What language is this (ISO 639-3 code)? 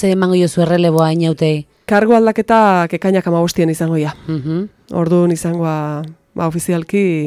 eus